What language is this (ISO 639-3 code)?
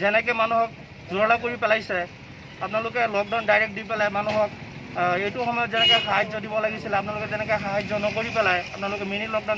asm